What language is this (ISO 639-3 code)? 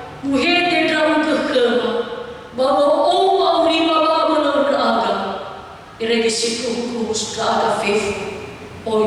nia